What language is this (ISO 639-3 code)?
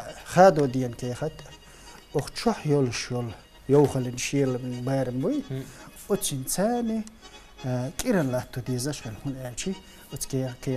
che